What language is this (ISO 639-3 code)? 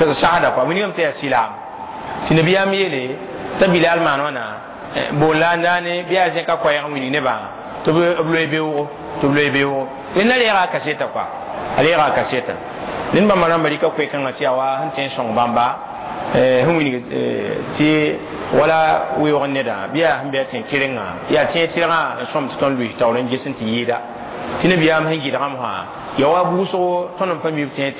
mos